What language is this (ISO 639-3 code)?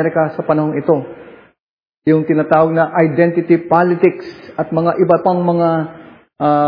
fil